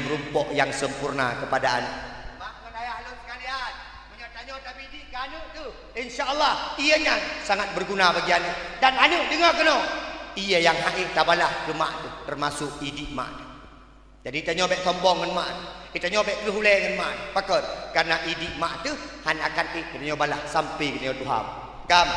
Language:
Achinese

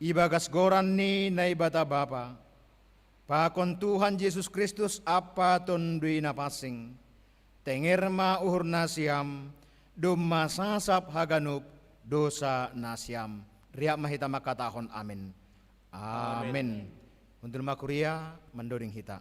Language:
Batak Simalungun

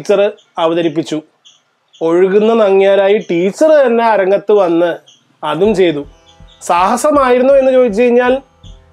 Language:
Malayalam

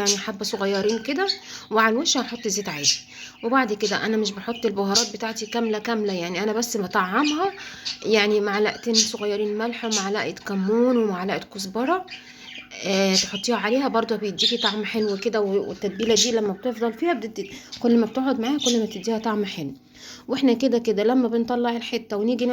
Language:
Egyptian Arabic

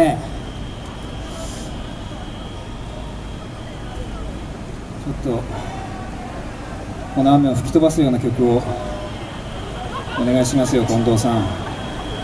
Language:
Japanese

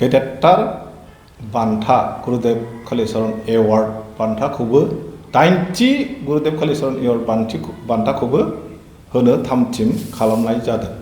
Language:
Bodo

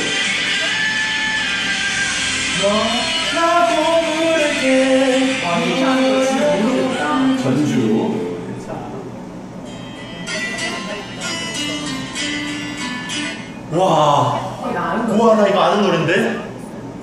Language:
Korean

